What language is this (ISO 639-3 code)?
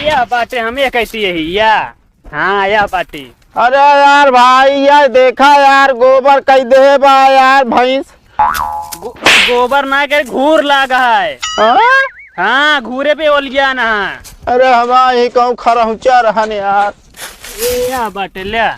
awa